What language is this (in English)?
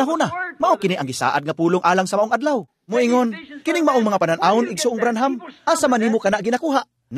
Cebuano